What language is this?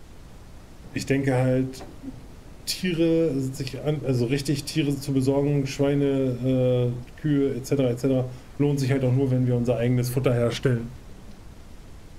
German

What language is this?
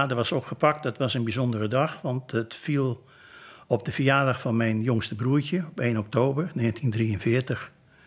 Dutch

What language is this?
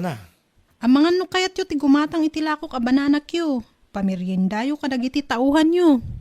Iloko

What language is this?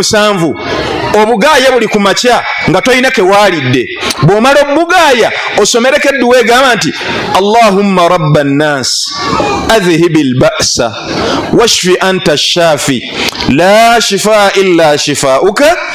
Ganda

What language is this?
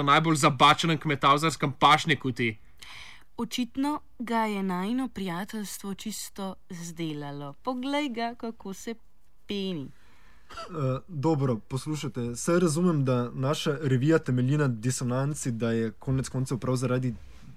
Slovenian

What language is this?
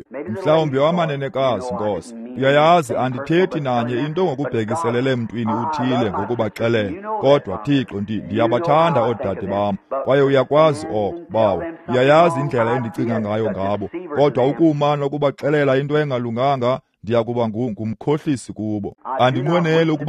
Xhosa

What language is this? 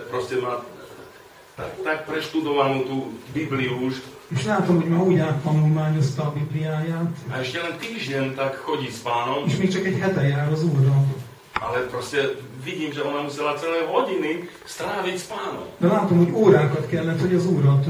Slovak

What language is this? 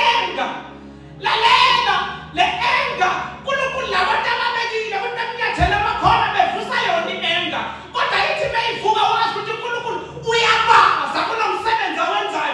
Zulu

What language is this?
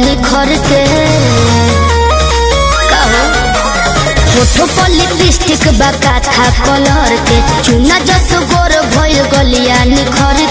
Bhojpuri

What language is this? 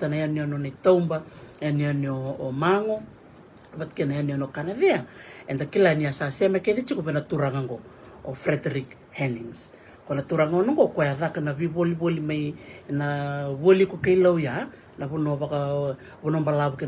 Fijian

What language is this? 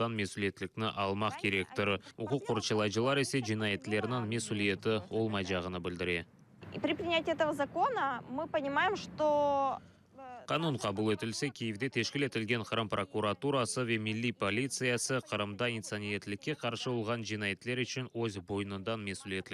Crimean Tatar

